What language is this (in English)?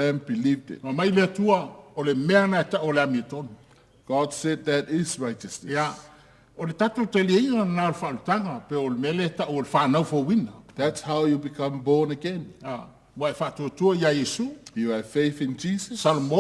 Samoan